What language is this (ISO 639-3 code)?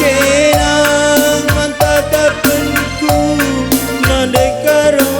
btx